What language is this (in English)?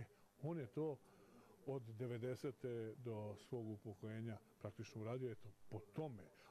Serbian